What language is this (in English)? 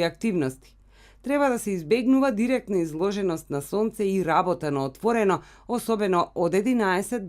Macedonian